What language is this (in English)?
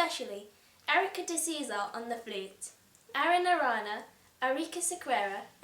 Konkani